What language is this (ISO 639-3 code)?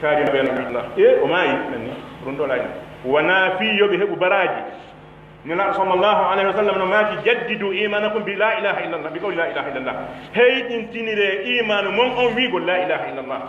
fuf